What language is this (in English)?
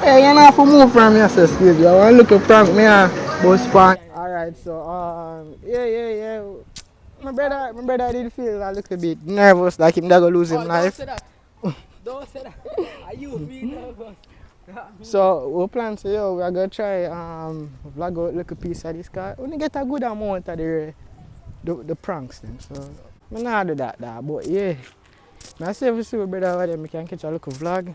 Jamaican Creole English